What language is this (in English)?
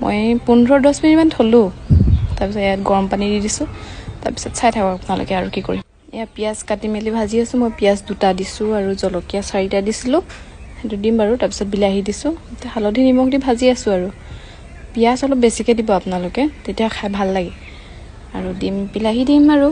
Assamese